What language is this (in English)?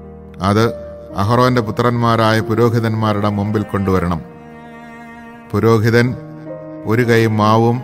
Malayalam